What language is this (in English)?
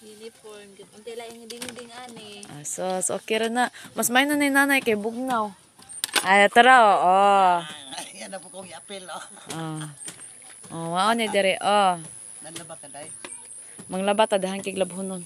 Cebuano